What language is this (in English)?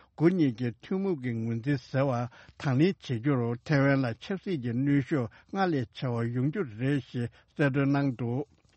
Tibetan